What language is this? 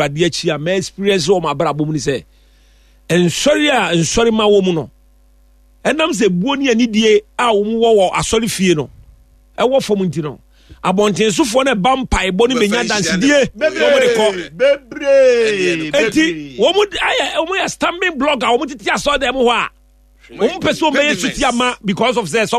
Akan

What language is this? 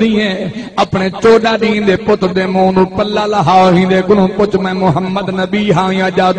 Saraiki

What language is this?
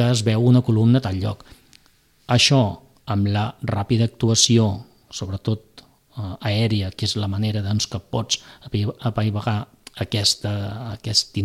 Catalan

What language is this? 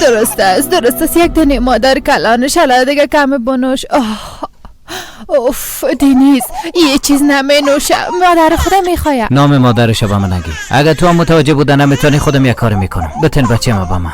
Persian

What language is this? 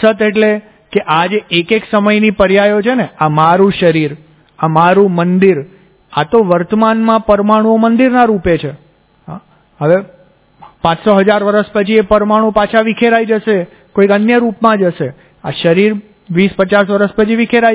Gujarati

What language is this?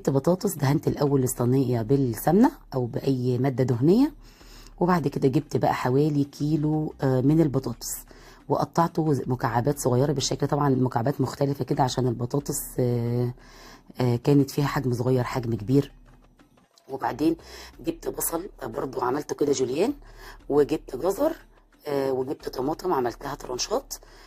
Egyptian Arabic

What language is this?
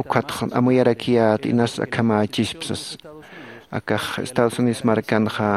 Aymara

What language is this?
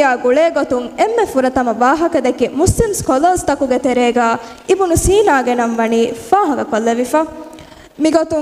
Divehi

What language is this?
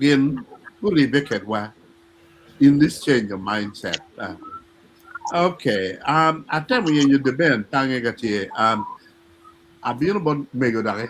Acoli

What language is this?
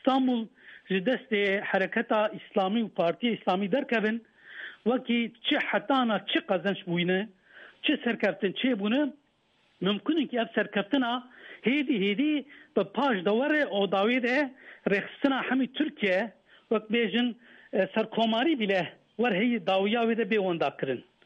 Kurdish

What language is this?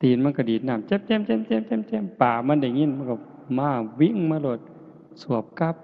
Northeastern Thai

